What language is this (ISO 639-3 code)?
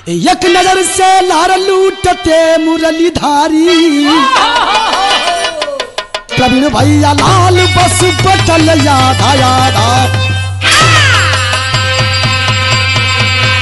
bho